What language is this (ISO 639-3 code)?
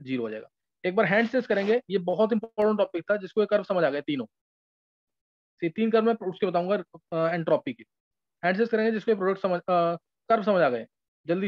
hin